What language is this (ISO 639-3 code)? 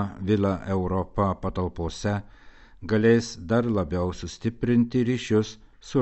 lit